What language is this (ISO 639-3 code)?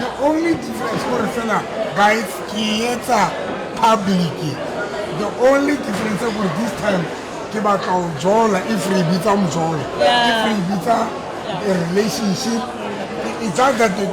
sot